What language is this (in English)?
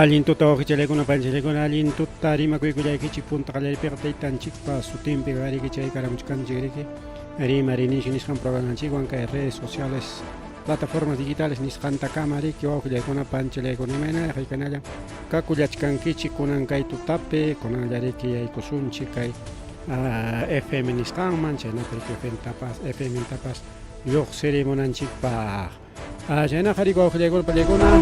Ayacucho Quechua